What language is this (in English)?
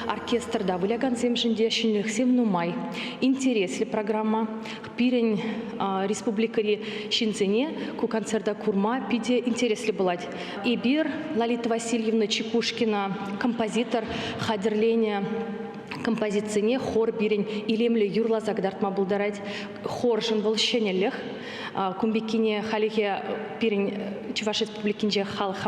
Chuvash